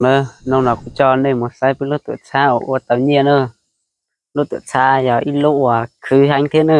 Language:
Hmong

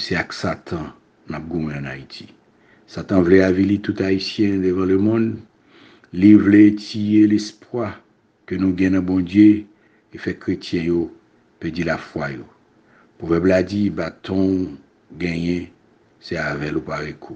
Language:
Haitian Creole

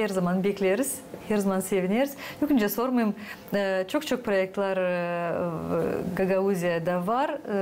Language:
Gagauz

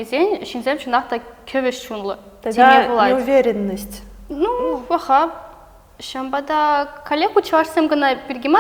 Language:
Chuvash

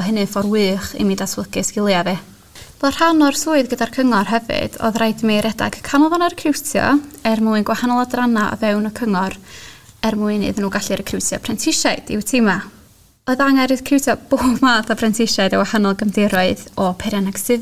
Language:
Welsh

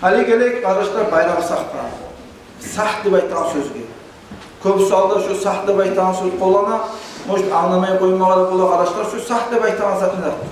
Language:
Kumyk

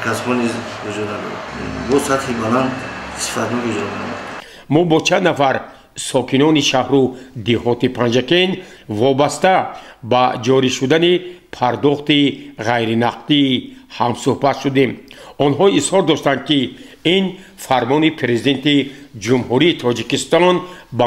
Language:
Tajik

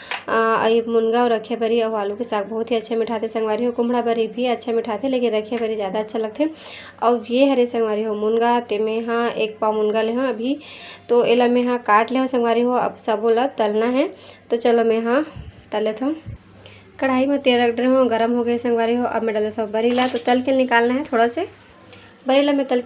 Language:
Chhattisgarhi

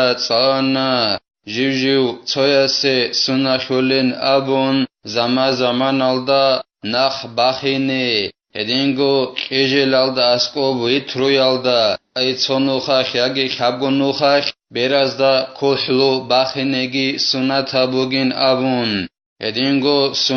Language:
Avaric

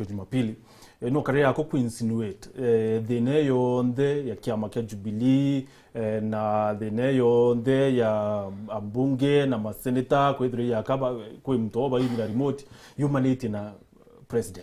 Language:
Meru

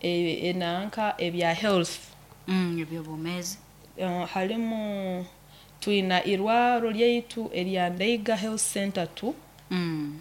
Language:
Nyoro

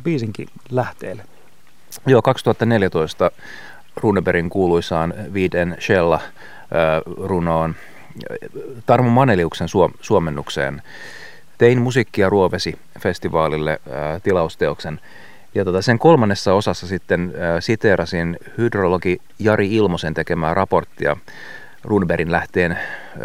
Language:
Finnish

